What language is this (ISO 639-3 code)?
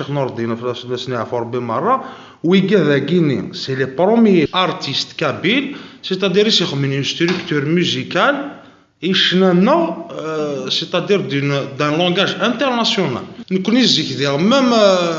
kab